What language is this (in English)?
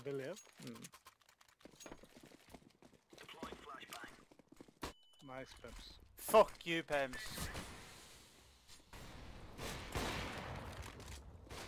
Norwegian